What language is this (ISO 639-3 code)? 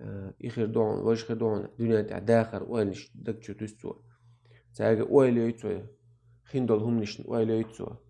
che